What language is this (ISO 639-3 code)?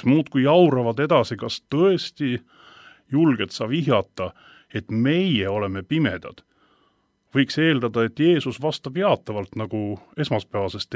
est